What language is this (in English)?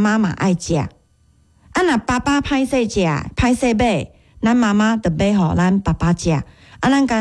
Min Nan Chinese